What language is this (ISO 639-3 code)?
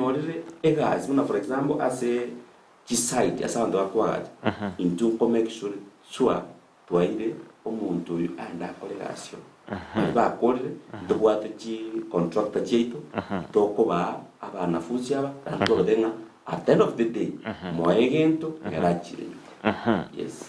guz